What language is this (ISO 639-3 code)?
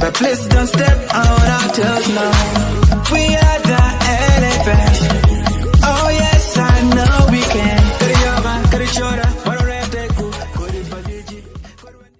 ach